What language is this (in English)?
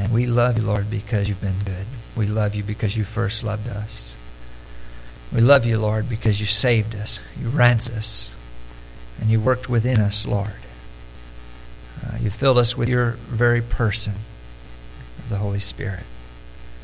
English